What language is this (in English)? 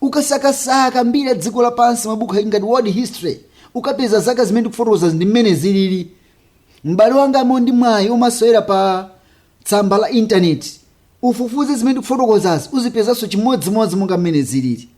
Nyanja